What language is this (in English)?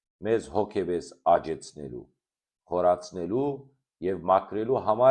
Western Armenian